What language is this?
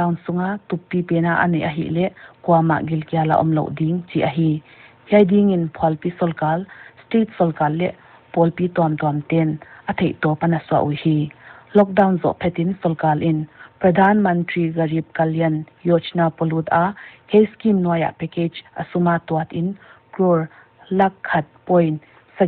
Paite Chin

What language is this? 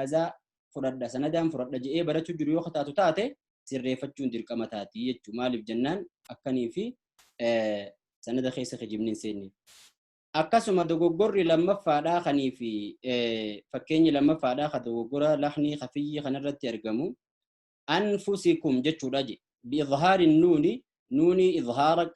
Oromo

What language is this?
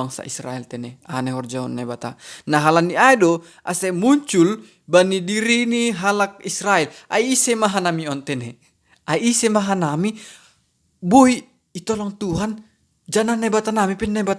Batak Simalungun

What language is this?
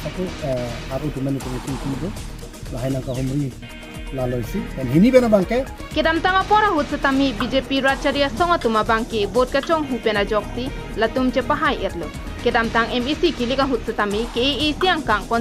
Karbi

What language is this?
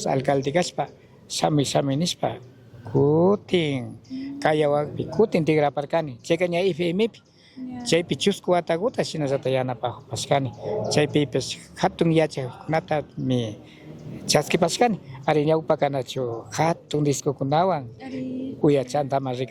Chimborazo Highland Quichua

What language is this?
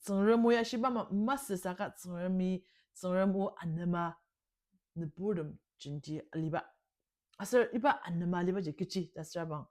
Ao Naga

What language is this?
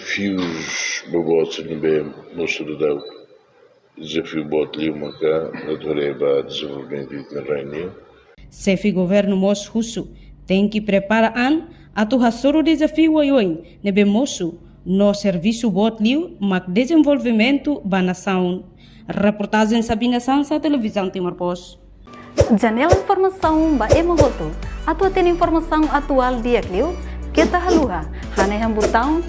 Tetum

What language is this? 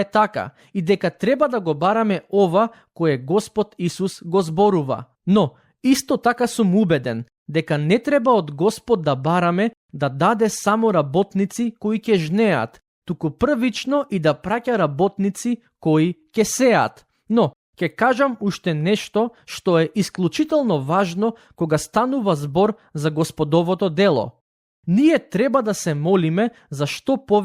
Macedonian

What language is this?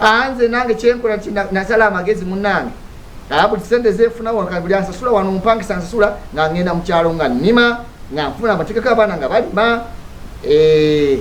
Ganda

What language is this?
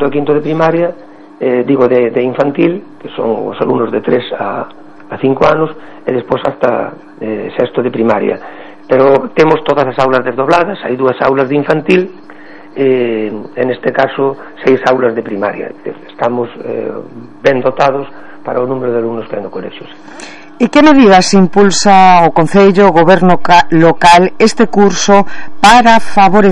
Galician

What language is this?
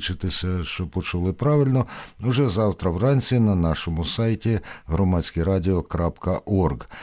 Ukrainian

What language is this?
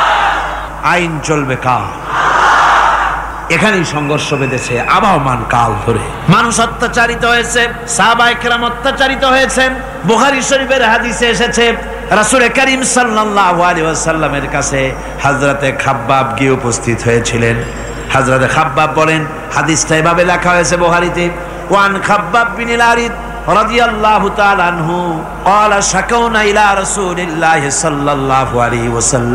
Bangla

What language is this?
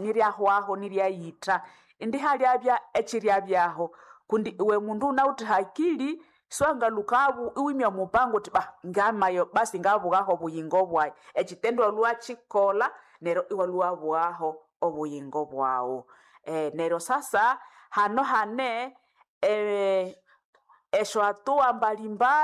Nande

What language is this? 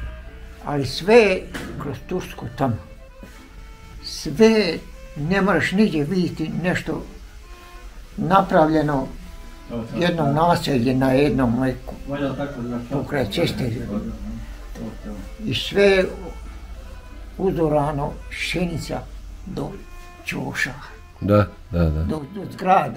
Bosnian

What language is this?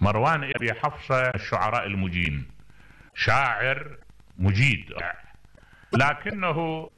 Mesopotamian Arabic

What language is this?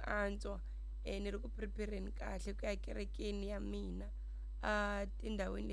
Tsonga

